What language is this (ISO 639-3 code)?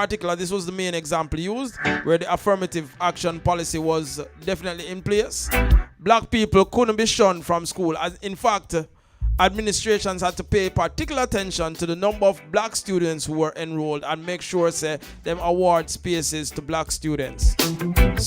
jam